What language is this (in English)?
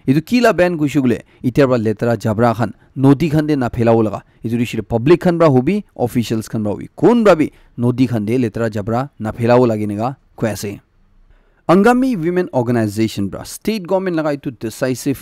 Naga Pidgin